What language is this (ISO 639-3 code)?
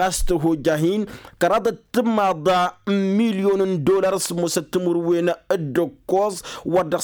taq